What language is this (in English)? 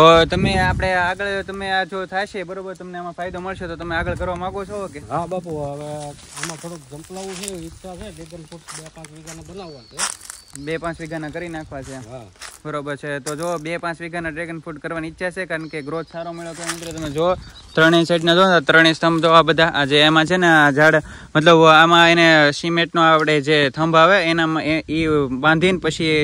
Gujarati